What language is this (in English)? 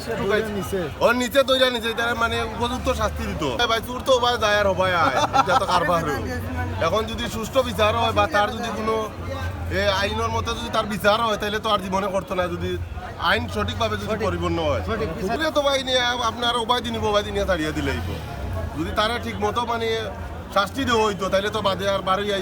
Sylheti